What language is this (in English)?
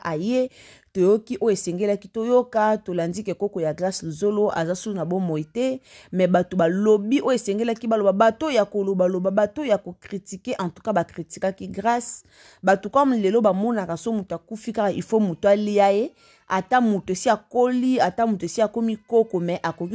Lingala